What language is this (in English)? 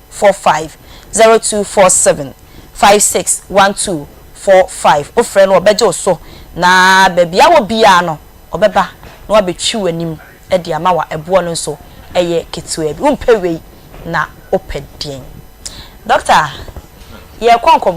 Akan